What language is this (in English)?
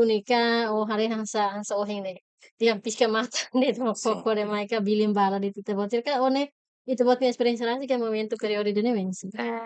Tetum